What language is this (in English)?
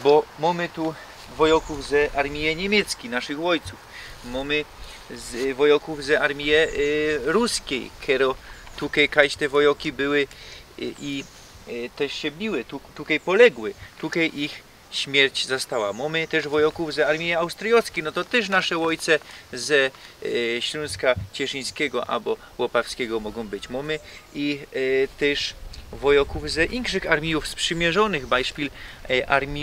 Silesian